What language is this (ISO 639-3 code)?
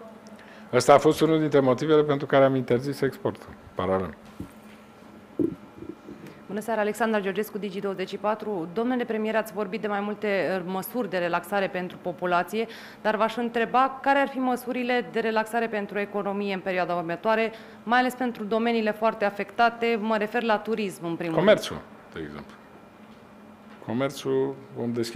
ron